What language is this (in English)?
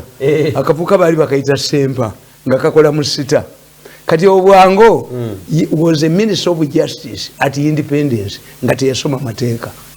Ganda